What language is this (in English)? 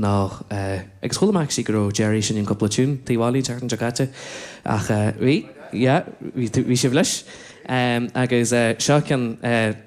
Irish